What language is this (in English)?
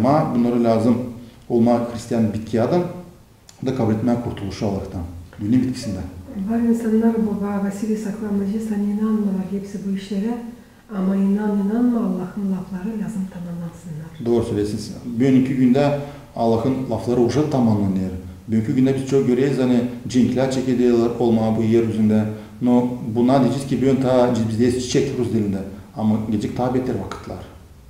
Gagauz